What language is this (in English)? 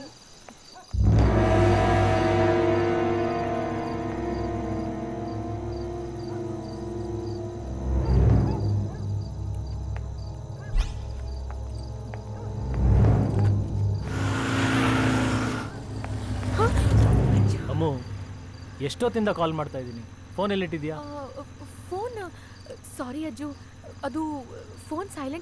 Kannada